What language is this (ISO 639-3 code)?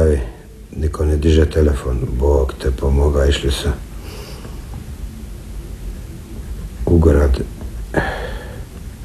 hrv